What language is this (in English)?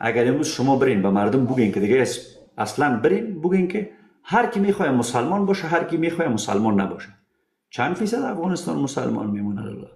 Persian